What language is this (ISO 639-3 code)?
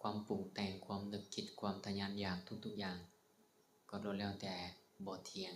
lao